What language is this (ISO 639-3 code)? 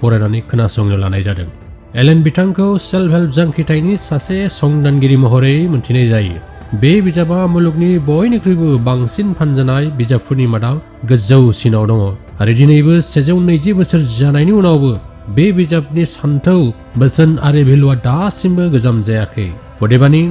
brx